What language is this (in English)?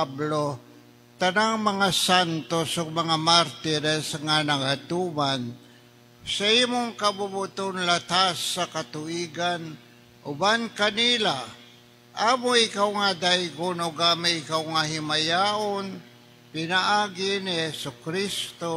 Cebuano